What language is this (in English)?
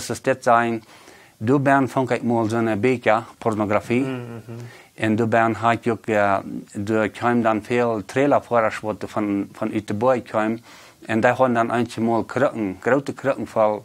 Plautdietsch